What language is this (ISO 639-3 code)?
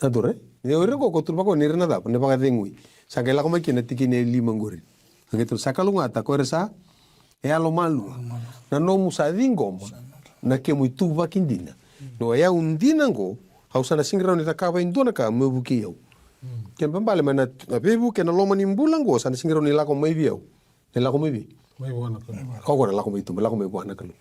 fij